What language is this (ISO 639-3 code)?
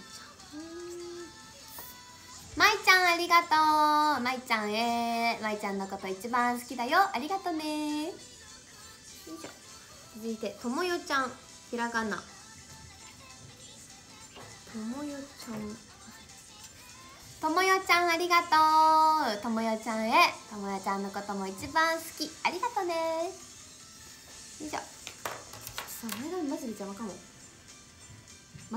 jpn